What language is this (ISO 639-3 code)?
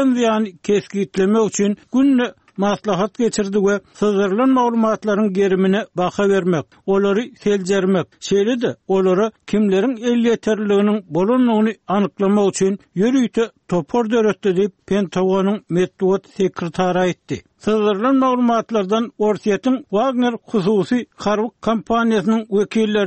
tuk